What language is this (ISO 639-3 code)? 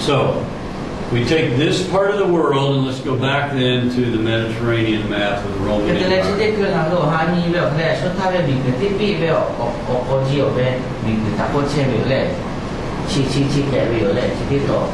lhu